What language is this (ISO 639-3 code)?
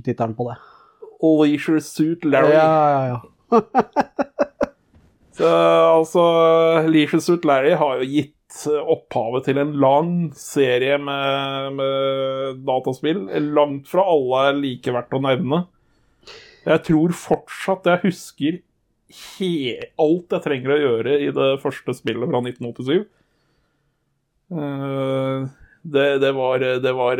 nor